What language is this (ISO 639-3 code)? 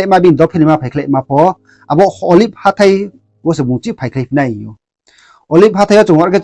ria